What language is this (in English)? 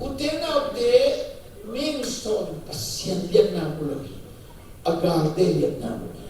Tedim Chin